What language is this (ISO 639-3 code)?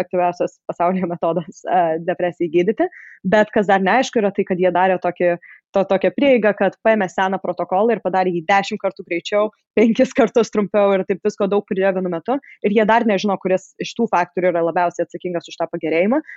lit